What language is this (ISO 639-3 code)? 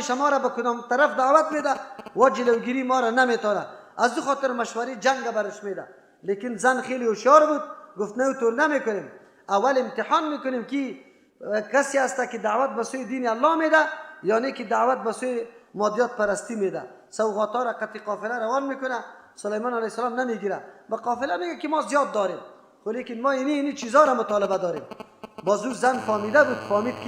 fas